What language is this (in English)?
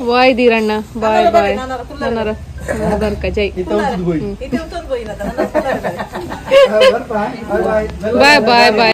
Tulu